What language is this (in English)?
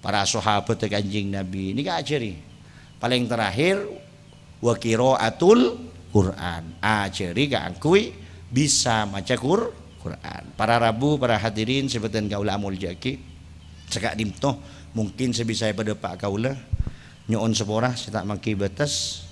Madurese